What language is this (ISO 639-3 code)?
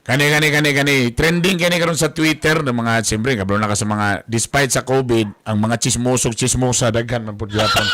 ceb